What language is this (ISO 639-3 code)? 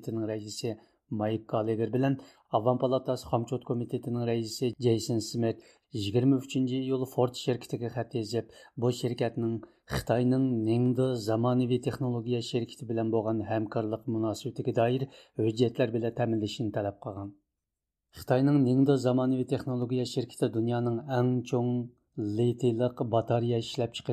uig